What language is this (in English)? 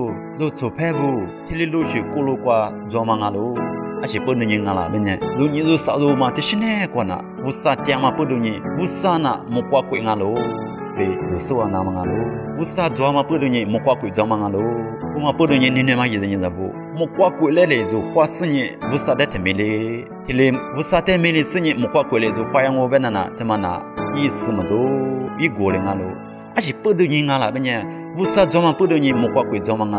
Lisu